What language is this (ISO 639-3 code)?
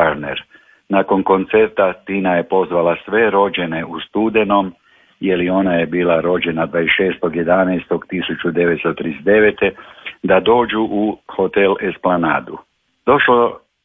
hrv